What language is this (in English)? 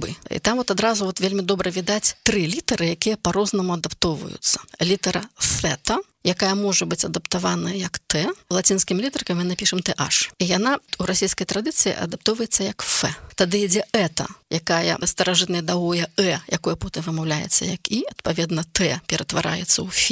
Belarusian